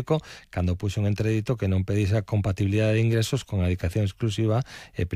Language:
Galician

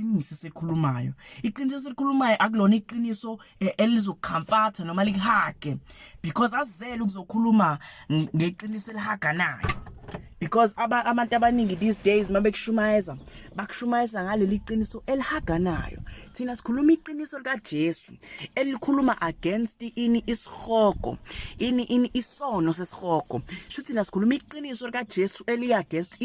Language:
Zulu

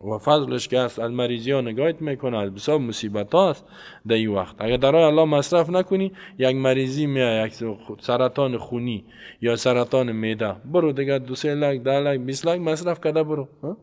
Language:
Persian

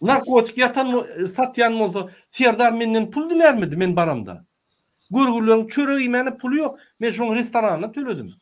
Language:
Turkmen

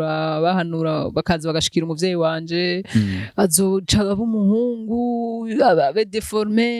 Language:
Rundi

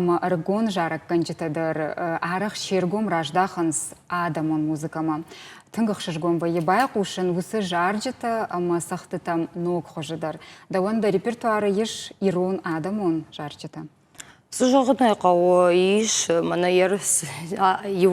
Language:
Ossetic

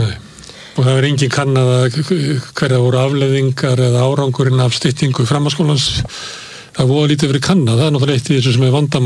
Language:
Icelandic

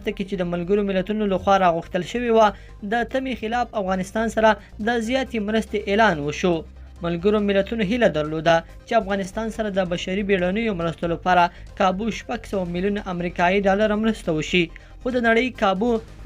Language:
Pashto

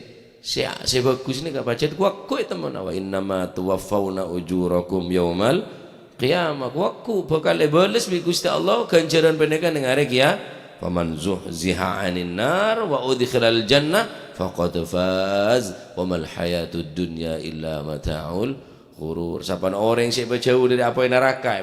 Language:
Madurese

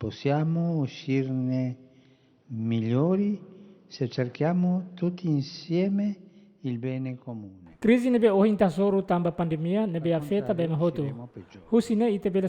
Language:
Tetum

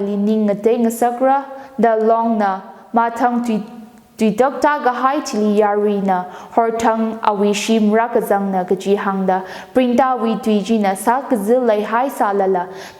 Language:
Tangkhul Naga (India)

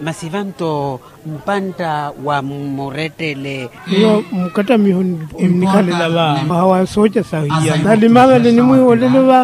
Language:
Makhuwa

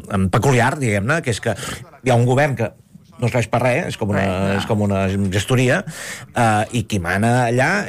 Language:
Catalan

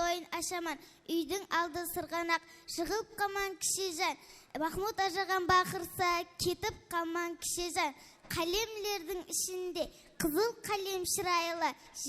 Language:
Kara-Kalpak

